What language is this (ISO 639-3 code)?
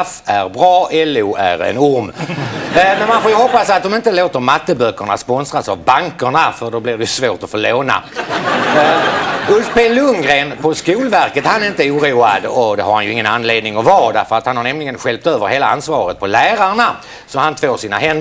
swe